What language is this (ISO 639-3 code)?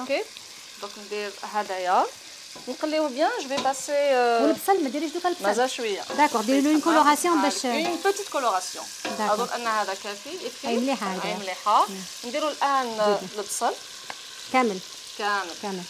arq